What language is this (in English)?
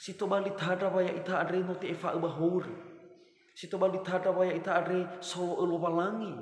Nias